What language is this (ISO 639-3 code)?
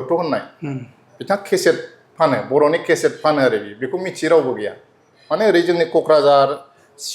brx